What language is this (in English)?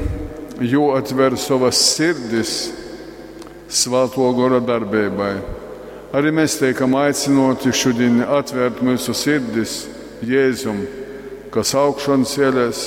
Latgalian